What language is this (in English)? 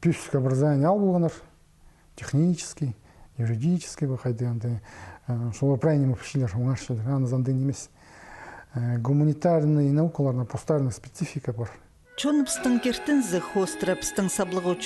Khakas